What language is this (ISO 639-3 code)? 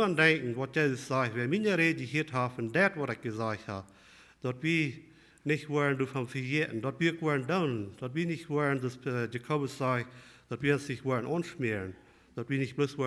pdt